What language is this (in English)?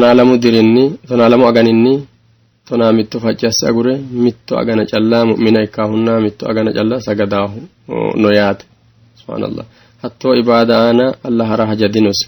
Sidamo